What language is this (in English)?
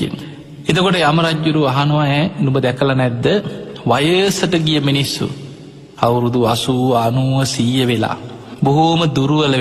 Sinhala